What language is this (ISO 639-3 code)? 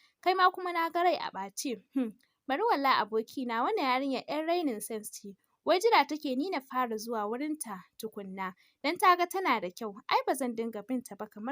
hau